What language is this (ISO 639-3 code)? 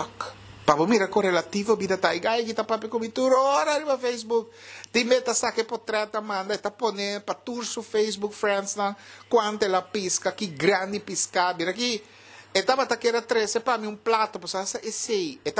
pap